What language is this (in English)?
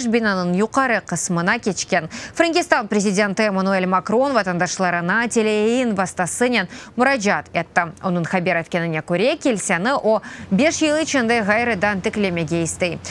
Crimean Tatar